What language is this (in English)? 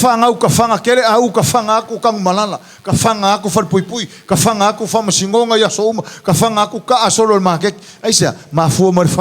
Samoan